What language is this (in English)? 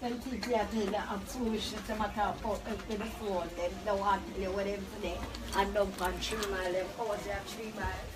Jamaican Creole English